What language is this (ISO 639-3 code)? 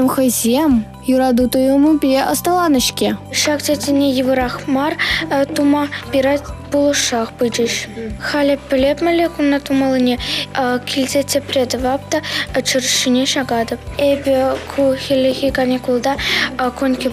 chv